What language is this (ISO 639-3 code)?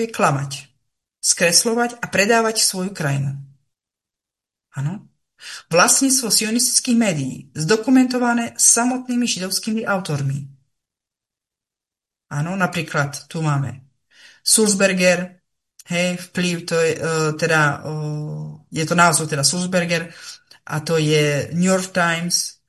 slk